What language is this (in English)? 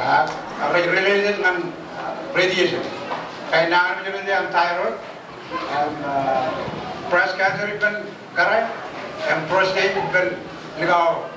Marshallese